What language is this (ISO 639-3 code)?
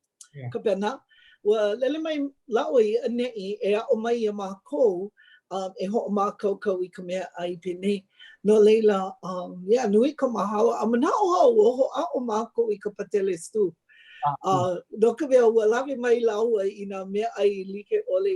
haw